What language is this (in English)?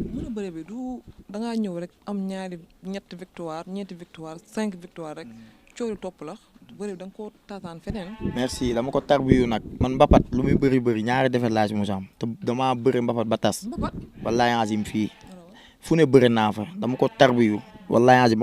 Wolof